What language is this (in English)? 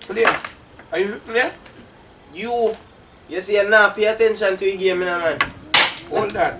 Jamaican Creole English